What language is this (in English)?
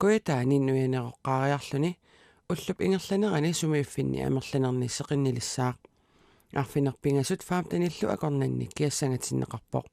Kalaallisut